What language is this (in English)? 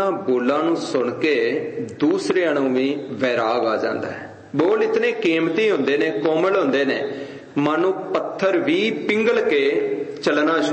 Punjabi